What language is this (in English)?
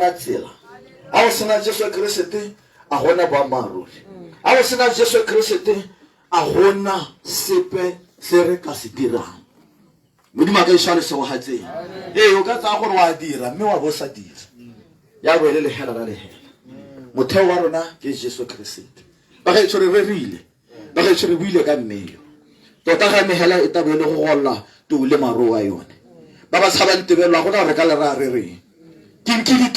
Tswana